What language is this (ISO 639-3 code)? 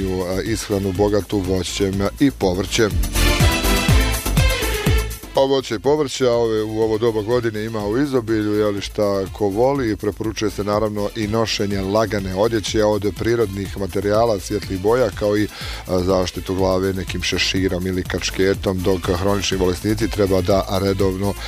bos